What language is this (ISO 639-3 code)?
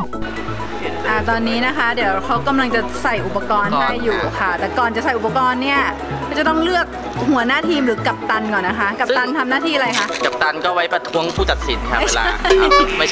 tha